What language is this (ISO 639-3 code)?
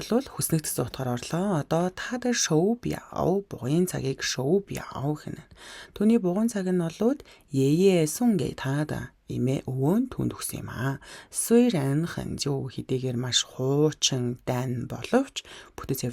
mon